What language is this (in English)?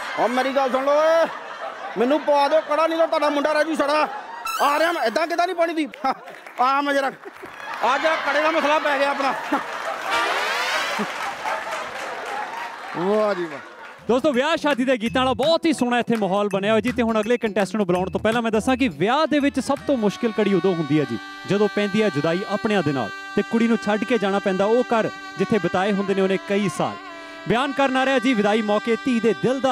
Punjabi